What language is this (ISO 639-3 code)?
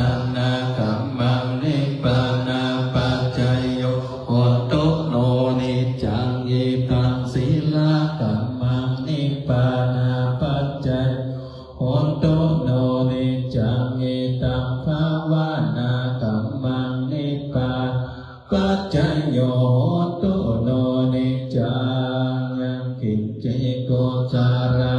pli